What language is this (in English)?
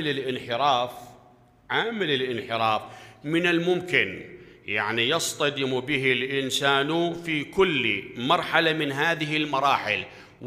Mesopotamian Arabic